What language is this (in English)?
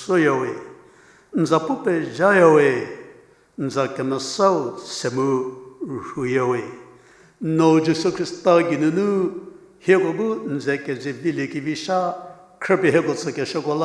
Angami Naga